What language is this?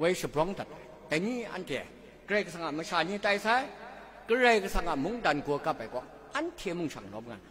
Kachin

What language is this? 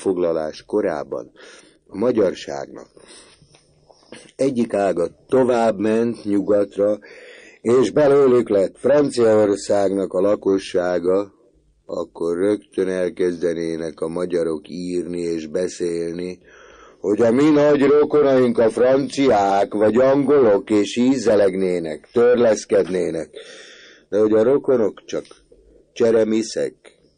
Hungarian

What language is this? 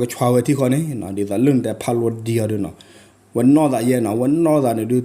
S'gaw Karen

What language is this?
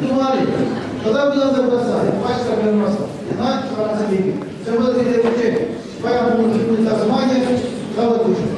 Chuvash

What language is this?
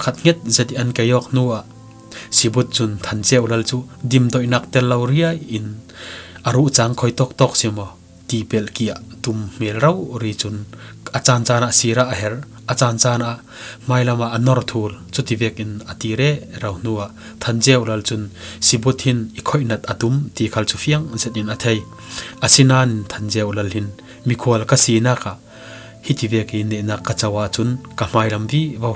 Falam Chin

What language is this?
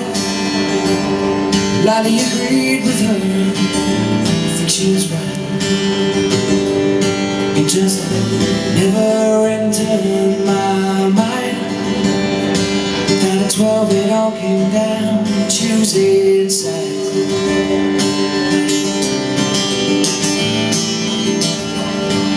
English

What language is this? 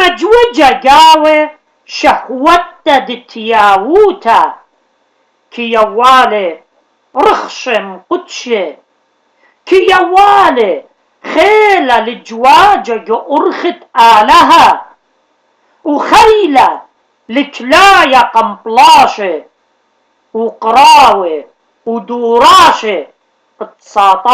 Assyrian Neo-Aramaic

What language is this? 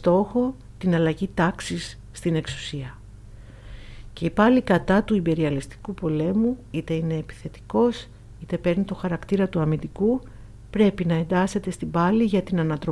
Greek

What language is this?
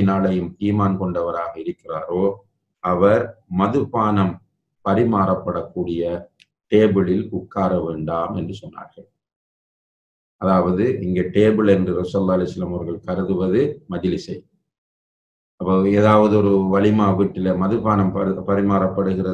Tamil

